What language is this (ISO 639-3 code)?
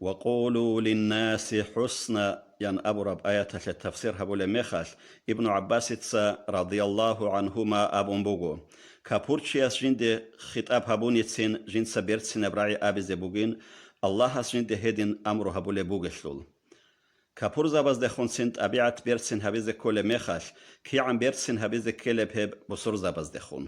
ava